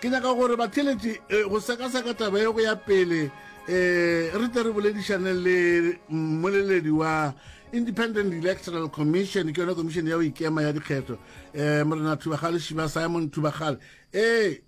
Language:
Northern Sotho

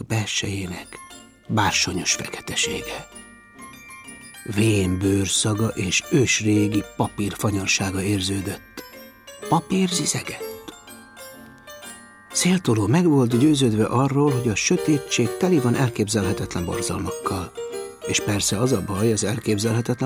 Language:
Hungarian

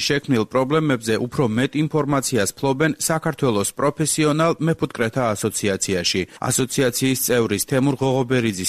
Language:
Georgian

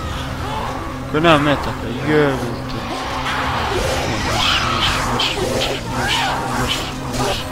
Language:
Croatian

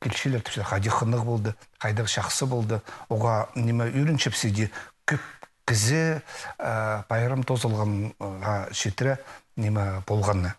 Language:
Khakas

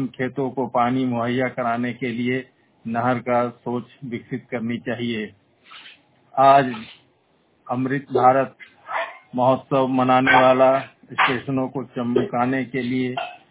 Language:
Hindi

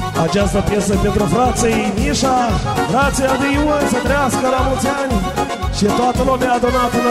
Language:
Romanian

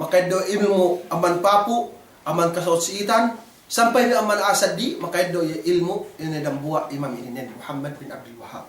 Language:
Yakan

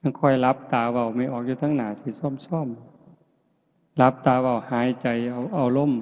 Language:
Northeastern Thai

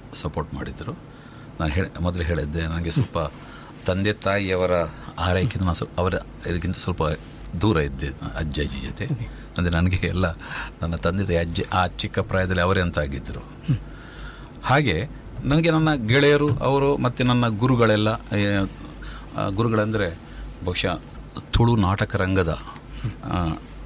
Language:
Kannada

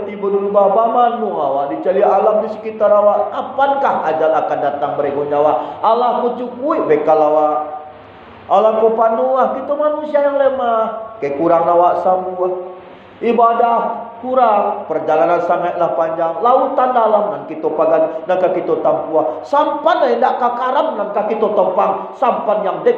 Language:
Minangkabau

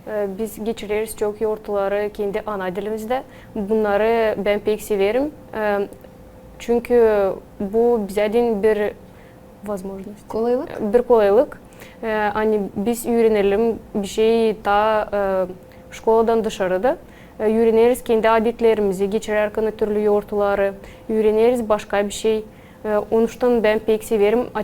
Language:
Gagauz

